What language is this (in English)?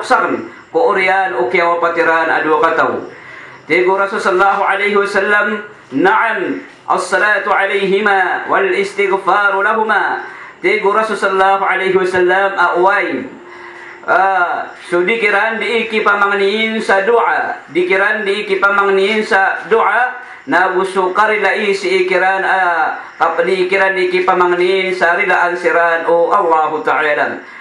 Maranao